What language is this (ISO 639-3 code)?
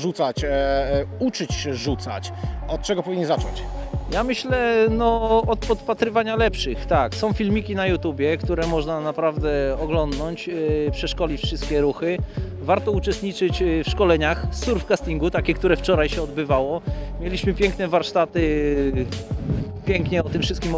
pol